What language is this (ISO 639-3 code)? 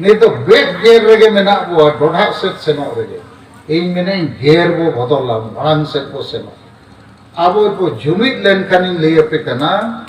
sat